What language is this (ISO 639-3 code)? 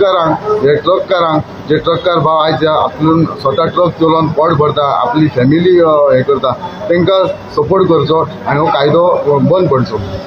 kok